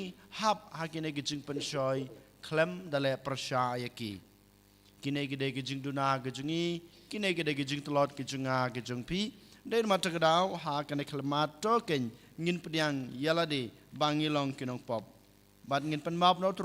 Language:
Khasi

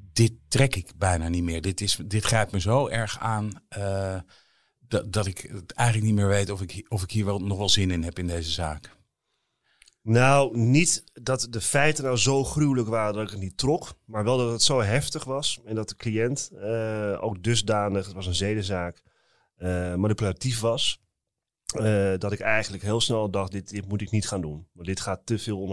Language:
Dutch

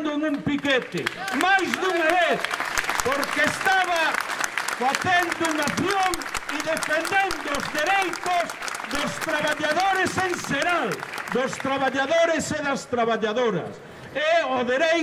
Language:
Galician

